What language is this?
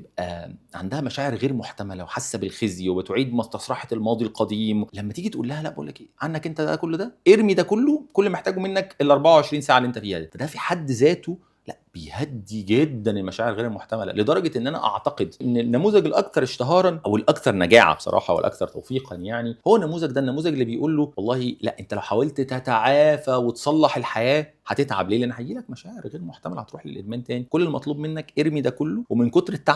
Egyptian Arabic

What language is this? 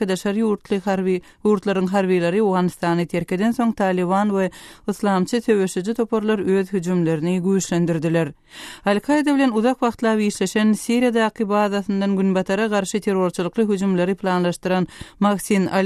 Turkmen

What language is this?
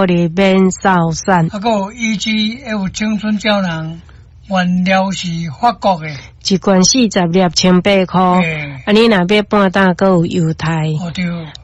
Min Nan Chinese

